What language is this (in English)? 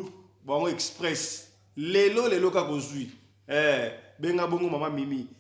Lingala